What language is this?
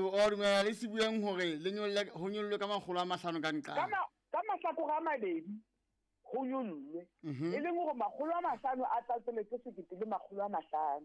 Southern Sotho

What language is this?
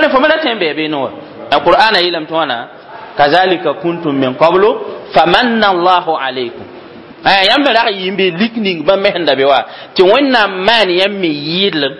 Mossi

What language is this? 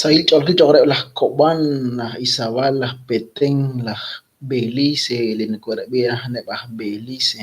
Kekchí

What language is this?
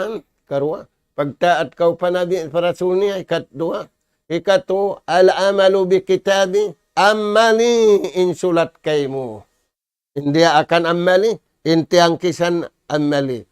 Tausug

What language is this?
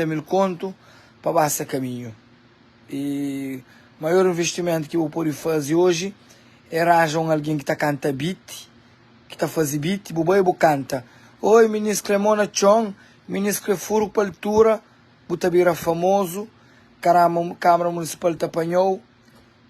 Kabuverdianu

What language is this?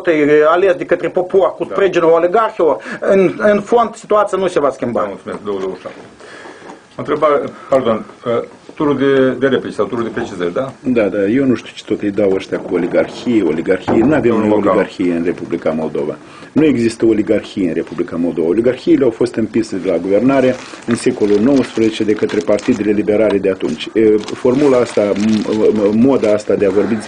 Romanian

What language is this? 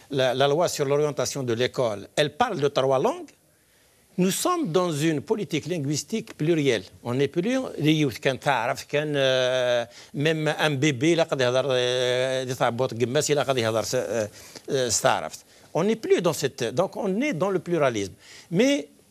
Kabyle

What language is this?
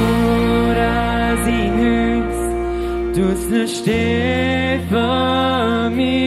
Plautdietsch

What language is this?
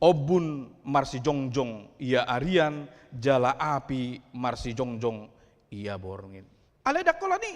Batak Toba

